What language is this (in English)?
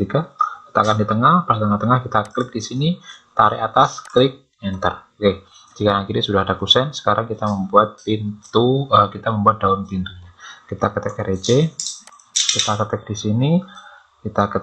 Indonesian